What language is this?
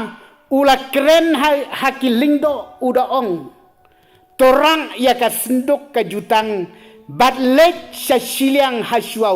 Khasi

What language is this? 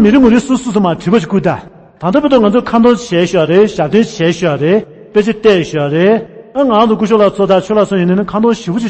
Tibetan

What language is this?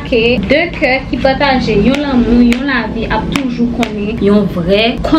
Haitian Creole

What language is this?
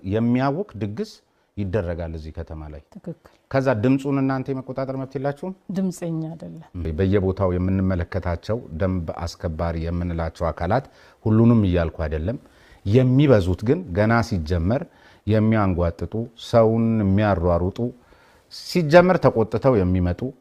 Amharic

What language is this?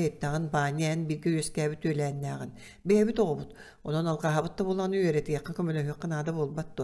Yakut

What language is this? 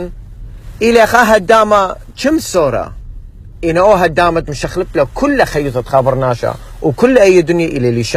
Assyrian Neo-Aramaic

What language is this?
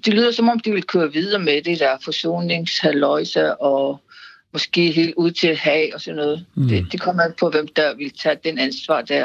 Danish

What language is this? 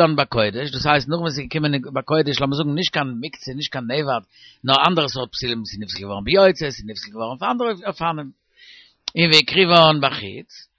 Yiddish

